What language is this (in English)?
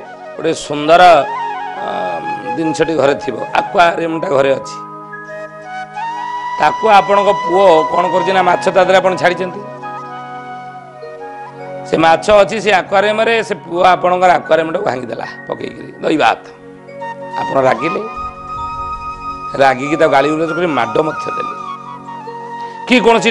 Odia